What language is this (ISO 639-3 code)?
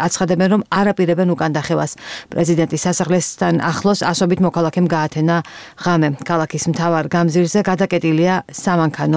kat